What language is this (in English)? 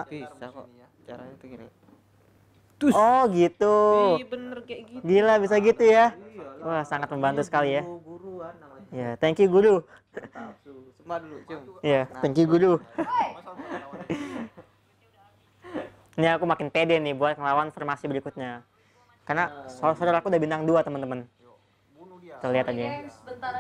Indonesian